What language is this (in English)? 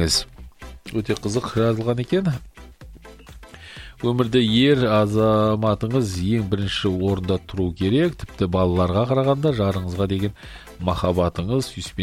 Kazakh